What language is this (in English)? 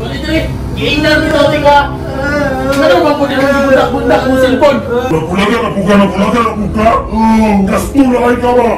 Cebuano